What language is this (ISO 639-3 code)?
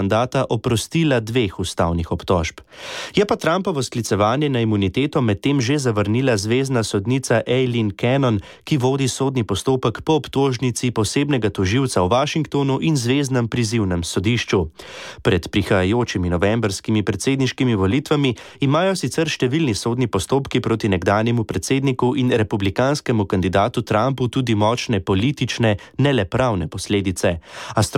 slv